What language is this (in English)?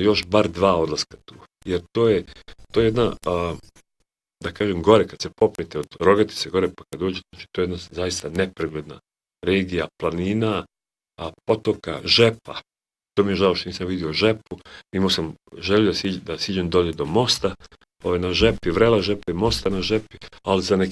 Bosnian